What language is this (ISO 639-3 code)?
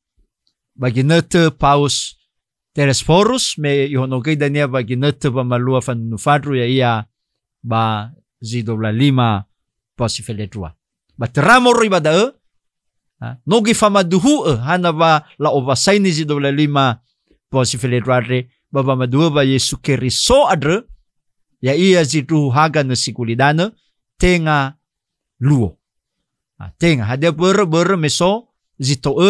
nia